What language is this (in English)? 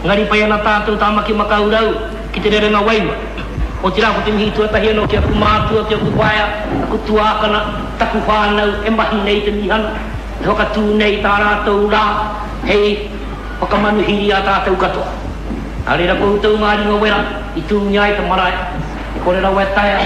Māori